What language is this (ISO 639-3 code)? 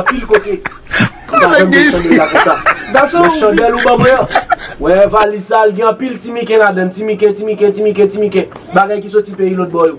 hat